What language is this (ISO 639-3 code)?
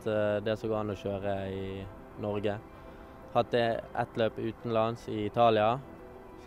nor